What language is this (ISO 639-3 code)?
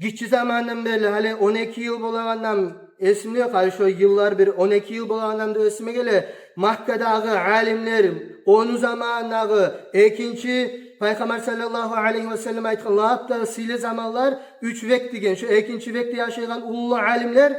kum